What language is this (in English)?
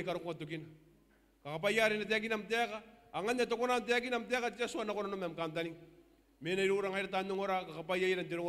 Gilbertese